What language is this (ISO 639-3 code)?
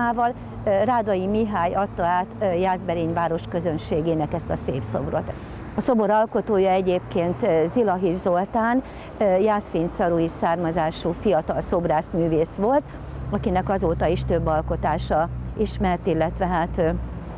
hun